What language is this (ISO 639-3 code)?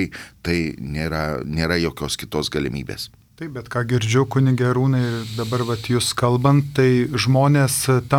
lit